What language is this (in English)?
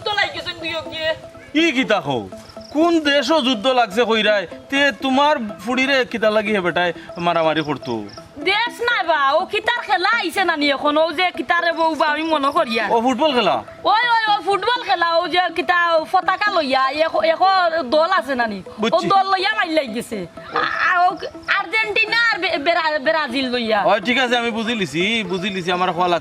Sylheti